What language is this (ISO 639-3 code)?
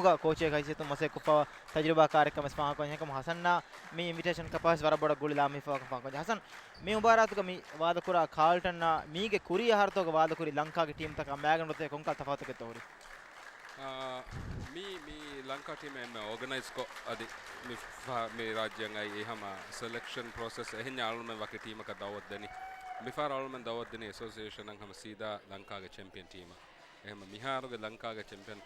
div